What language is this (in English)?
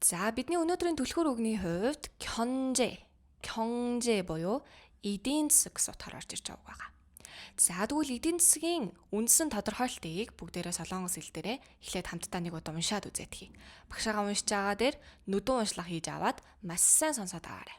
Mongolian